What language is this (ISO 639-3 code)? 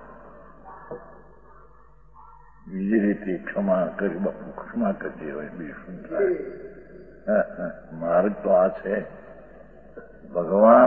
guj